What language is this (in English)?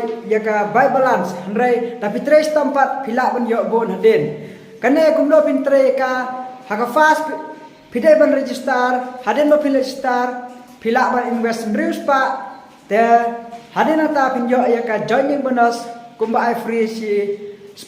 Khasi